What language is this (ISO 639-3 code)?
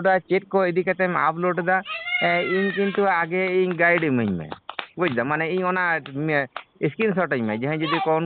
sat